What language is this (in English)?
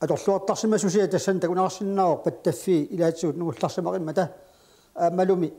Kalaallisut